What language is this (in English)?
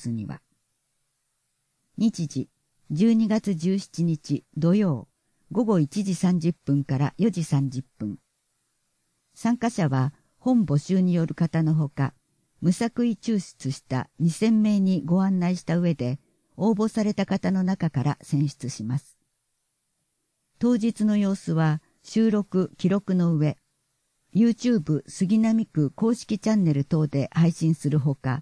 Japanese